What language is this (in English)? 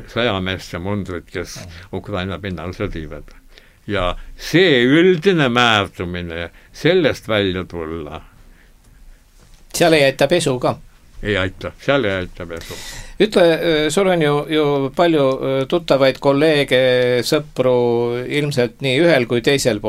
Estonian